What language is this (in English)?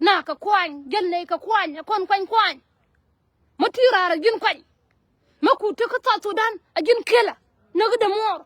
Nuer